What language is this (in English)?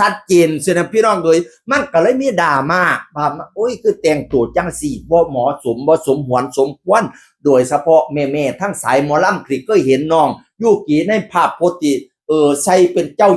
Northeastern Thai